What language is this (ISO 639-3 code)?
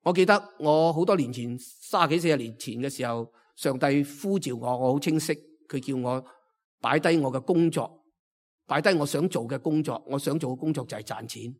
yue